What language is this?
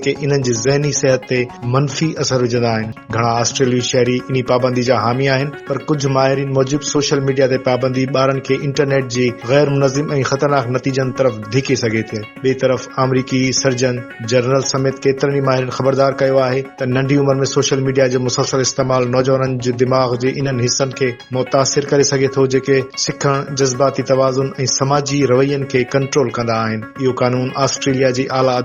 Sindhi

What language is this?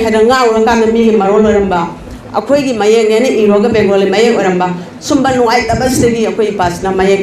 Manipuri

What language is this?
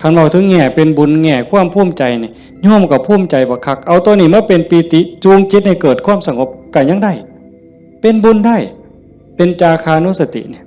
Northeastern Thai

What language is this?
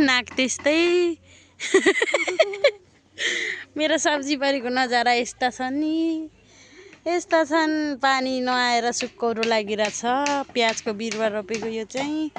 Nepali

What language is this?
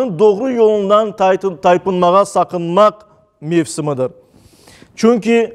Crimean Tatar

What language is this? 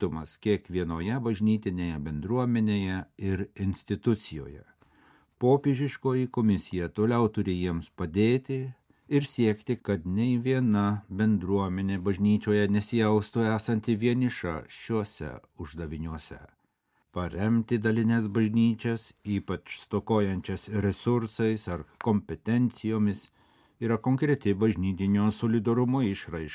Lithuanian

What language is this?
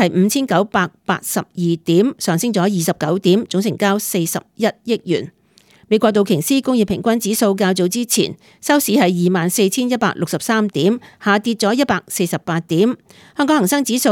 Cantonese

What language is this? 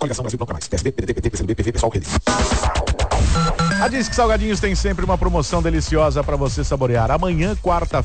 Portuguese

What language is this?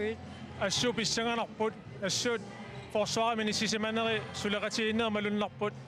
Kalaallisut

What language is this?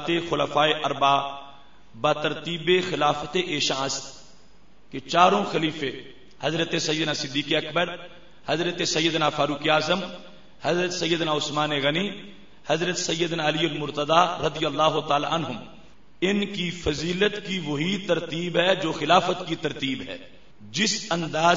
Urdu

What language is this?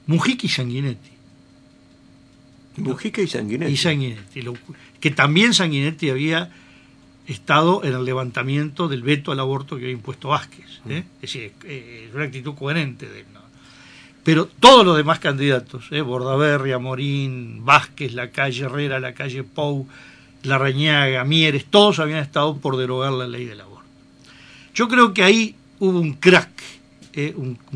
Spanish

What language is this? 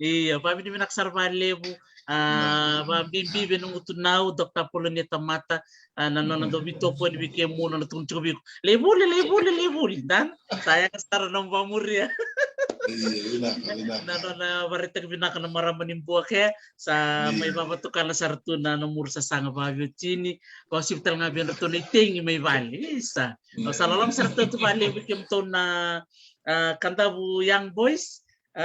Fijian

